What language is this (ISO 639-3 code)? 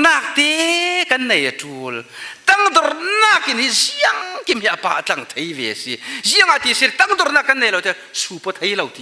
cfm